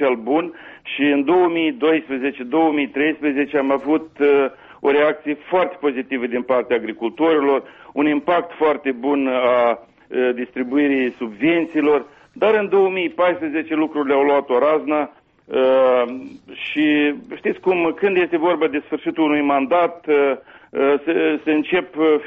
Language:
Romanian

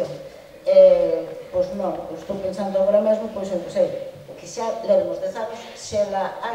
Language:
Galician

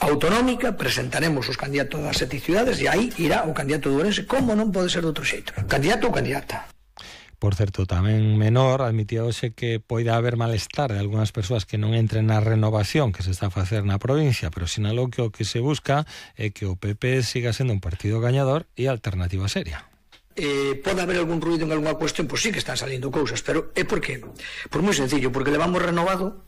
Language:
Galician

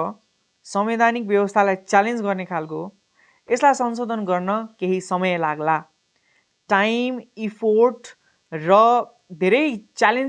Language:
Nepali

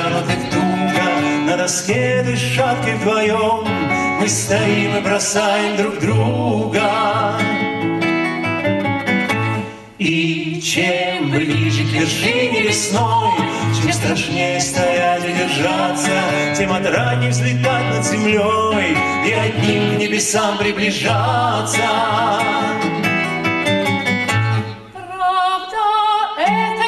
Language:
Russian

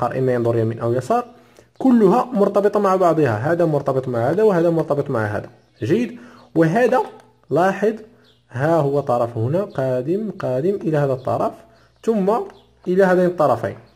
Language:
Arabic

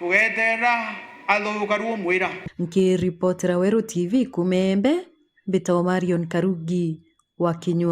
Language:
Meru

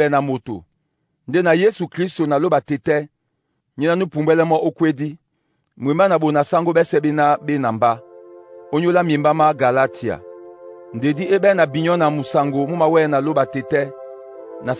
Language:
Duala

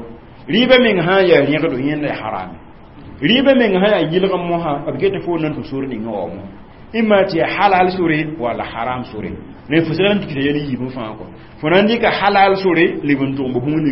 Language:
Mossi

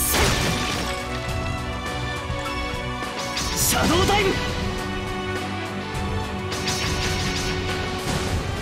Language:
Japanese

